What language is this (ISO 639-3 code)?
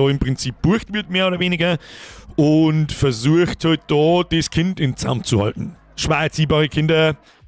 bar